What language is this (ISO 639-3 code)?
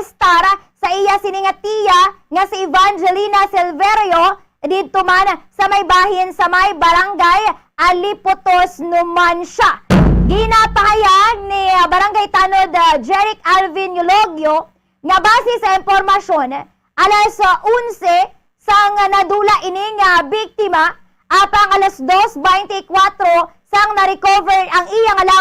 hil